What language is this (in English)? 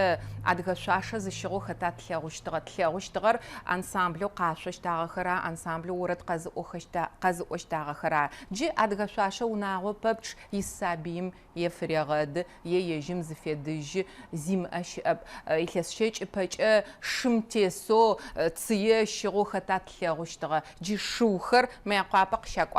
Adyghe